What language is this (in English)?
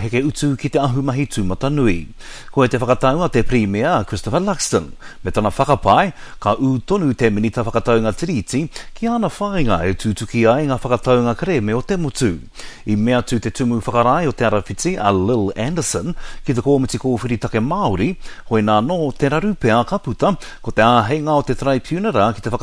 Māori